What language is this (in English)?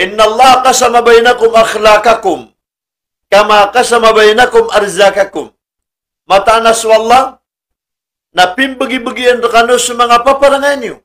Maranao